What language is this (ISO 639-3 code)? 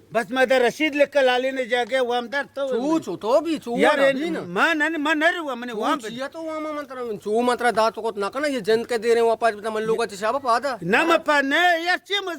bal